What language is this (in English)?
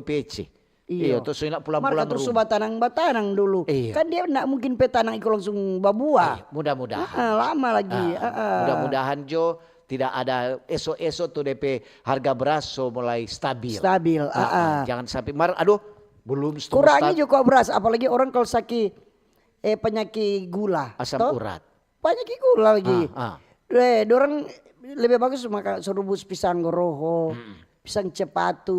Manado Malay